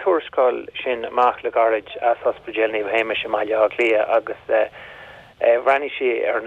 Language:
Irish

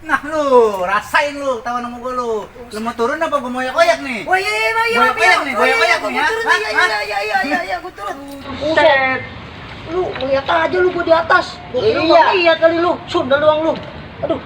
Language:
Betawi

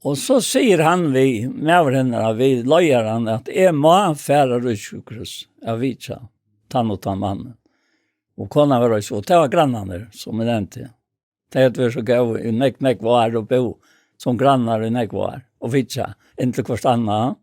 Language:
Faroese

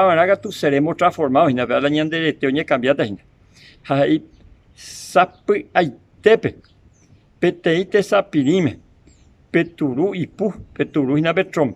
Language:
Guarani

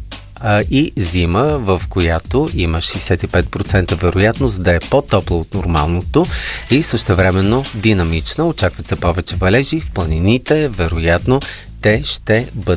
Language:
Bulgarian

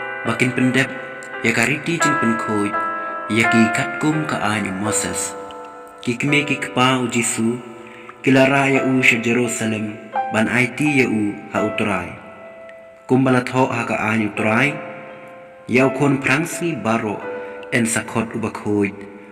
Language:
Khasi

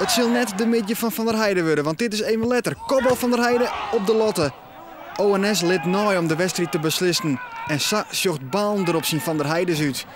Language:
Western Frisian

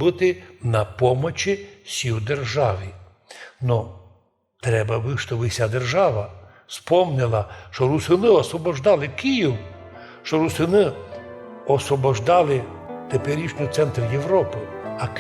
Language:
Rusyn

